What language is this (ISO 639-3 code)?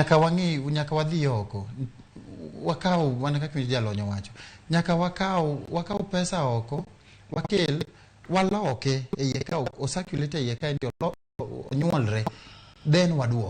luo